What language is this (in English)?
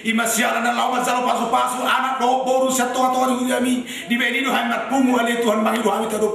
Batak Toba